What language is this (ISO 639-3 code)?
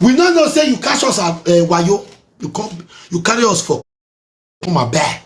pcm